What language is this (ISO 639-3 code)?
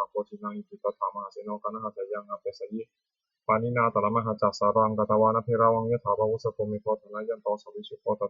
pli